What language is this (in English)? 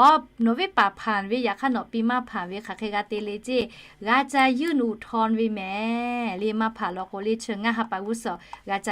Lahu